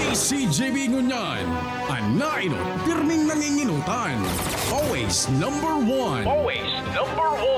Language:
Bikol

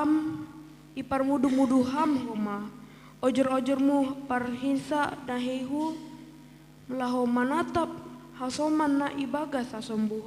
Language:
Batak Simalungun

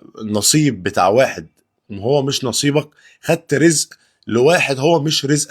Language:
Egyptian Arabic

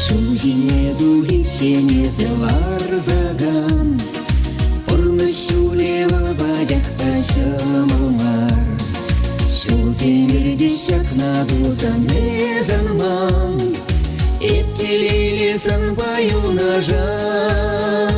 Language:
Chuvash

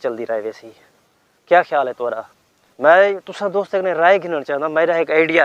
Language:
Saraiki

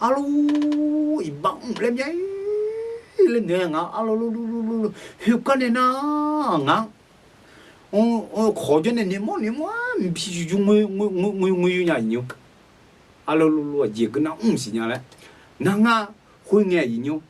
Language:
Akha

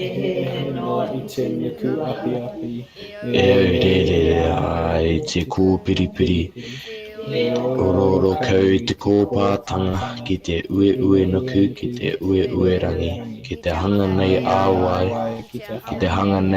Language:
Māori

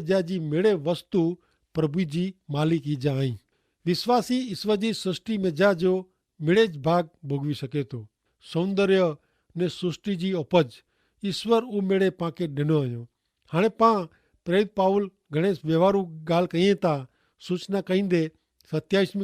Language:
Kachhi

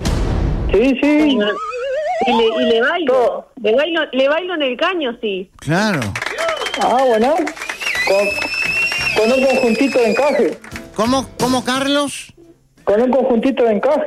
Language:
Spanish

